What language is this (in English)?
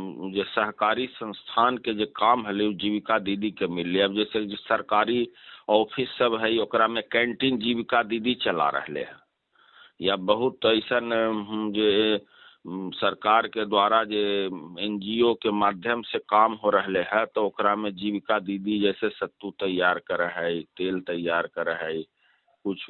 Magahi